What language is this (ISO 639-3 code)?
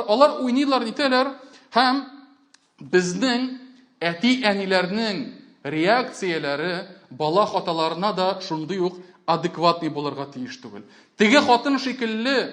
tat